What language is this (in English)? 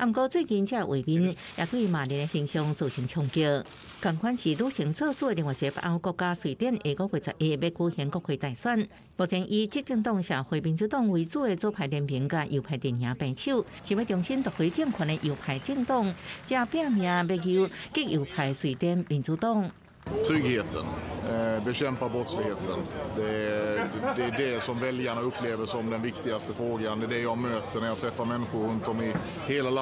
Min Nan Chinese